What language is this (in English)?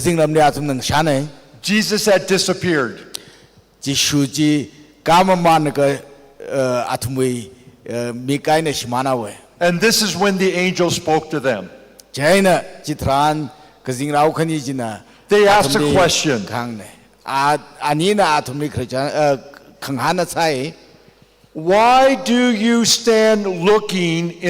Tangkhul Naga (India)